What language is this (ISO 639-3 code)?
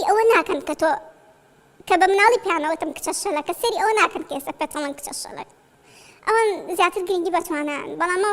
ckb